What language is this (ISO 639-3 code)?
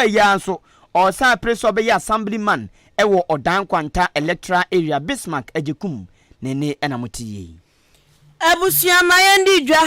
aka